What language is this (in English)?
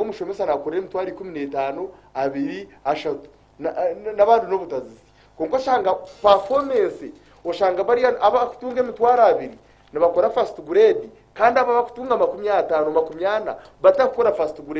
Nyankole